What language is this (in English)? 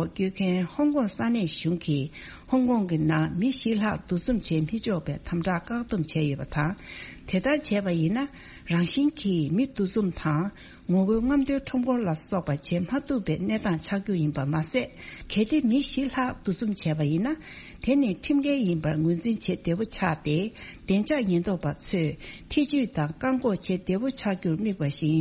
Tibetan